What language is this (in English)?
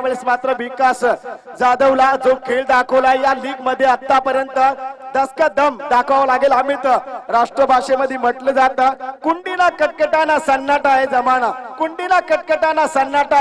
Marathi